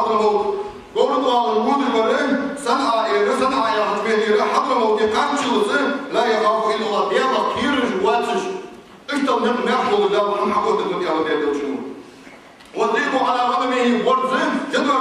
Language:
Ingush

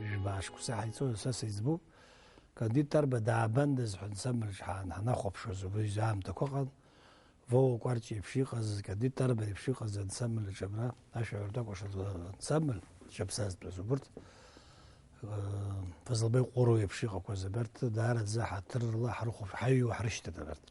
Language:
Abkhazian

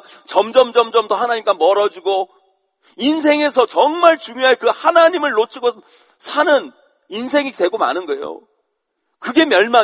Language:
Korean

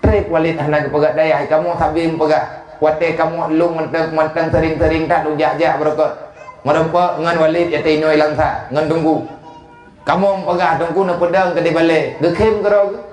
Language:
Achinese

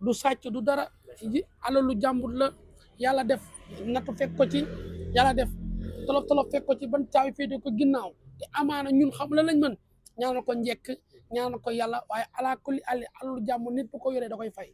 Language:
Wolof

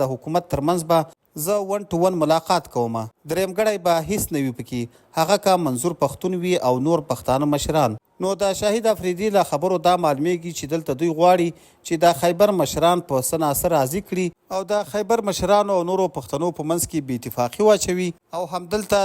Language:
Pashto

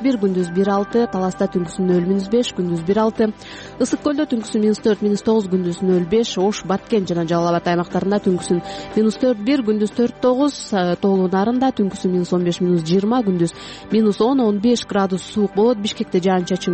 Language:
Kyrgyz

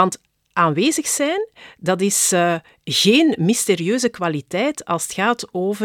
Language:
Dutch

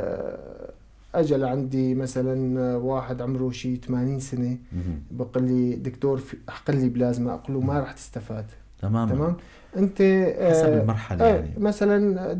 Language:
North Levantine Arabic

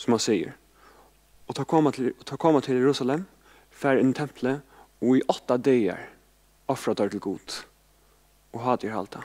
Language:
Faroese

